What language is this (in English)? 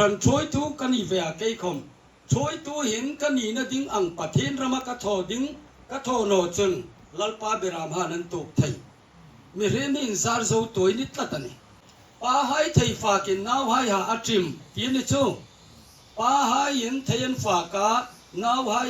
Hmar